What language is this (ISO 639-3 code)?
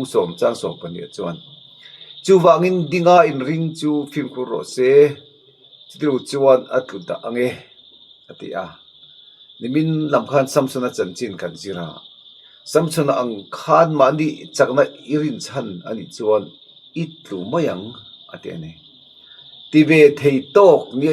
lus